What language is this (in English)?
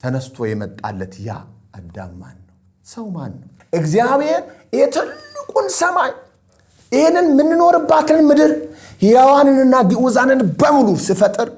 Amharic